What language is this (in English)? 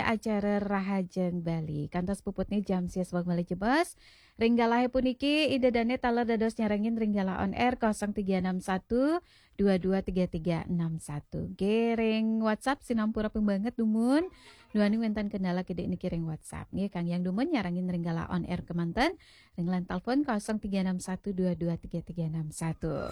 Balinese